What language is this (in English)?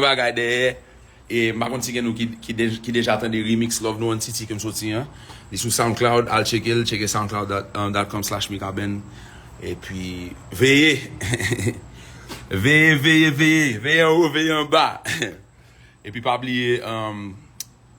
Haitian Creole